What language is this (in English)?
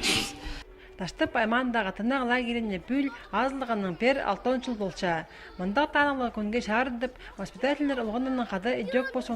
Khakas